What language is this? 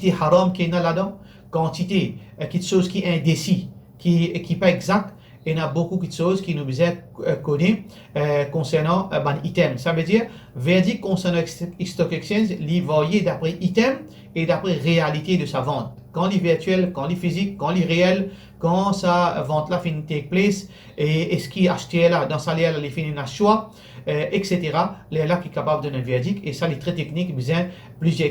Morisyen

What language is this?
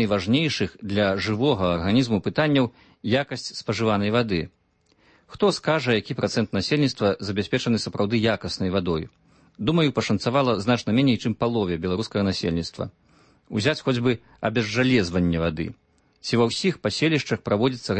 Belarusian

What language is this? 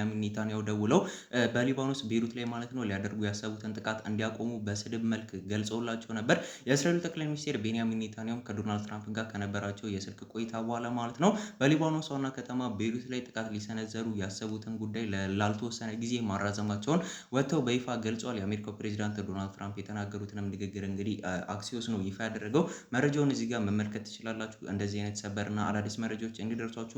Amharic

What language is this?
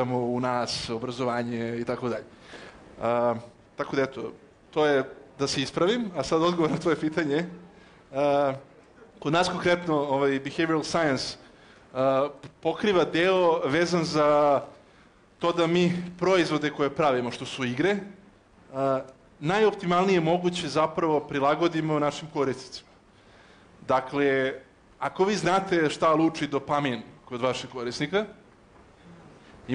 Serbian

